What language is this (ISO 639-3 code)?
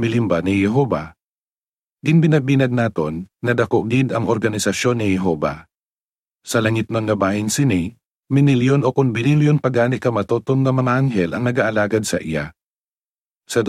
hil